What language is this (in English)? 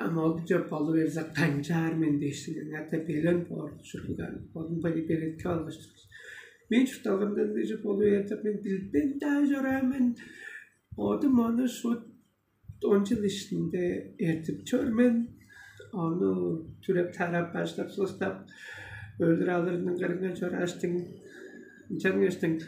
Tuvinian